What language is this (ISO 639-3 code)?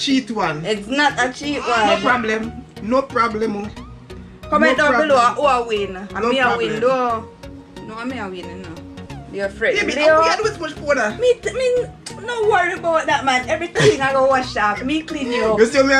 jam